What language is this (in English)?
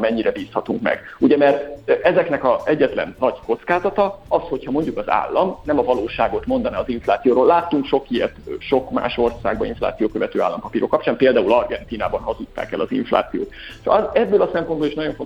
Hungarian